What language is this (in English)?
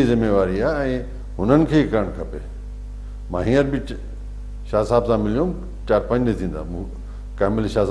Sindhi